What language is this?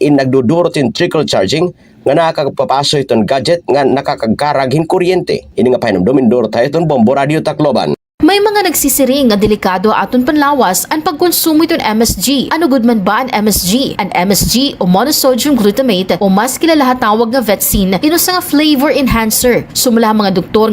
Waray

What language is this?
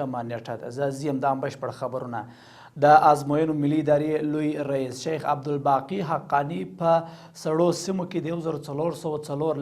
Pashto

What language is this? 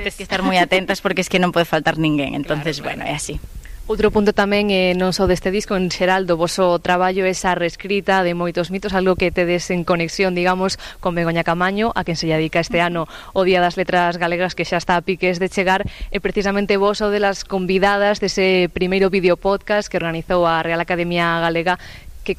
Galician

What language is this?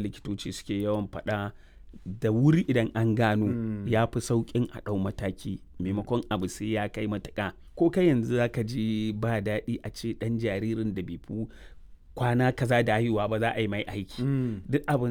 Hausa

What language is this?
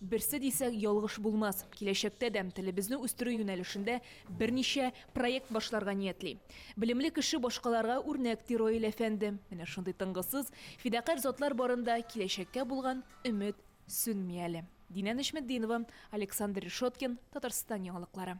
Tatar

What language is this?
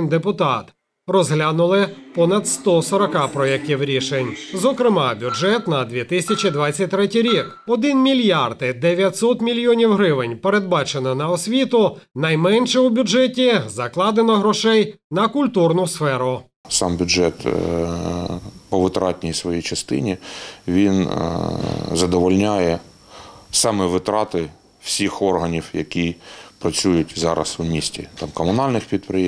Ukrainian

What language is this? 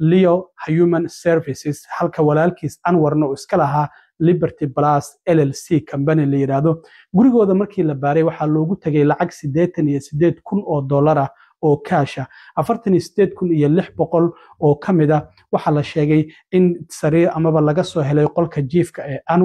Somali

